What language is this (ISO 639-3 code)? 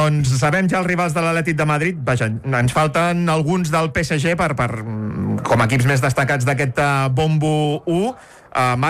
cat